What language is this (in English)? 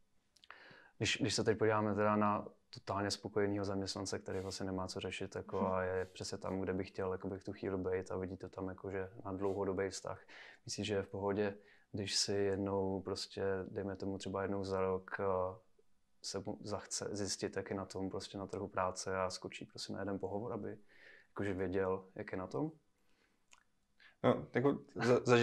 Czech